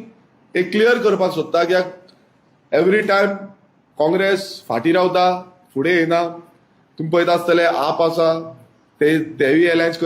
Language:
Konkani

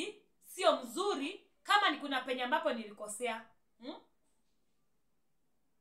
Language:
Swahili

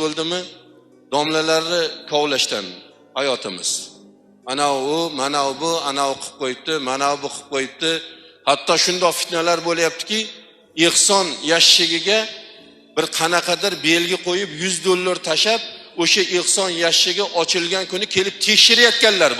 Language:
Uzbek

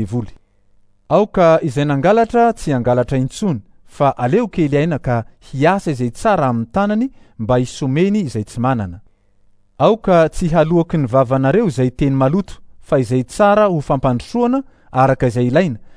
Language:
Malagasy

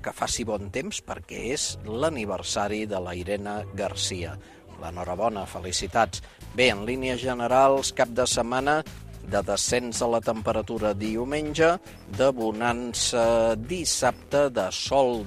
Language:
Catalan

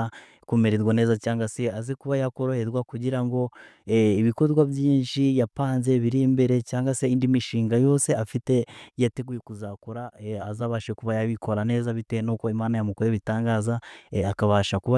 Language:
Kinyarwanda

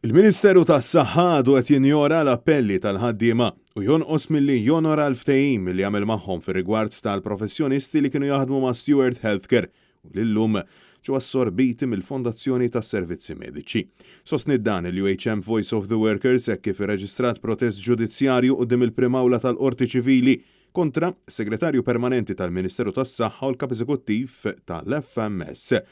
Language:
Maltese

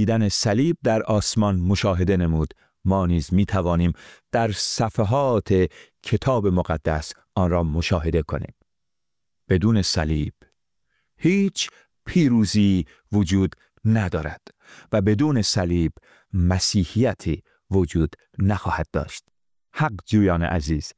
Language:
Persian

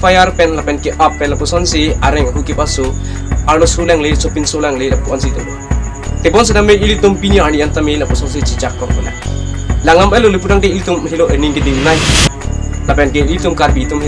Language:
Karbi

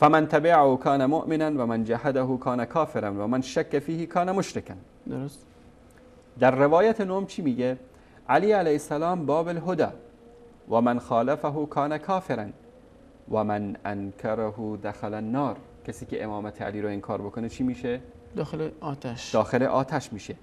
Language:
Persian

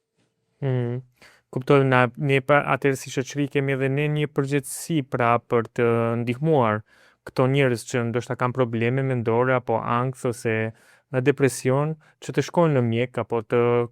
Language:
Albanian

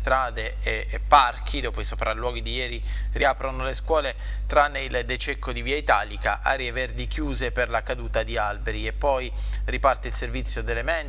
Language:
Italian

